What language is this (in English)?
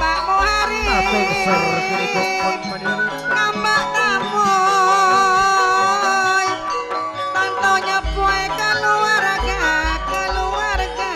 Madurese